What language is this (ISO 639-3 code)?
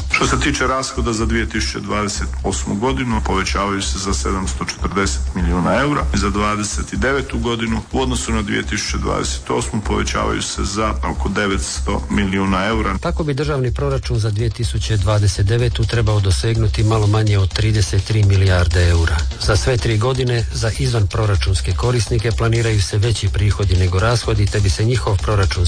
hrv